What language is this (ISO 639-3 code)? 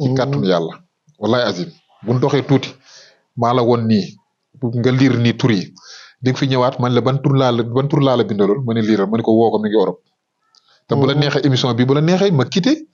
wol